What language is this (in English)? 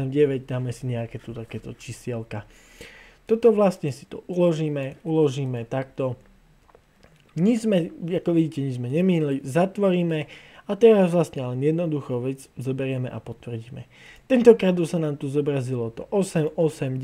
Slovak